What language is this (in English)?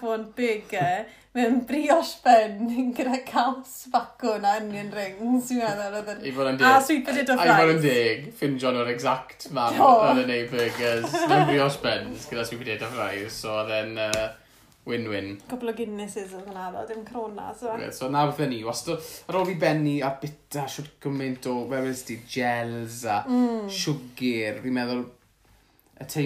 Welsh